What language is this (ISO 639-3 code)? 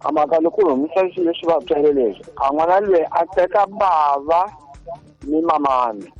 tso